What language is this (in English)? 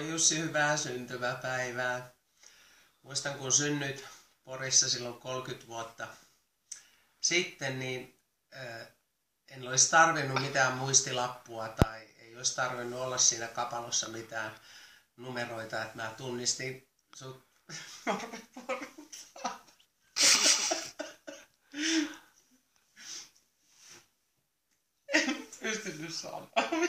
Finnish